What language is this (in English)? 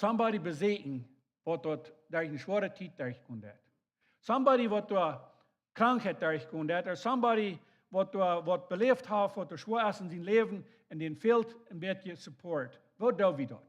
Plautdietsch